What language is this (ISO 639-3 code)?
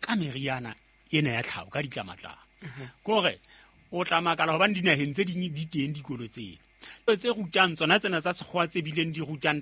sot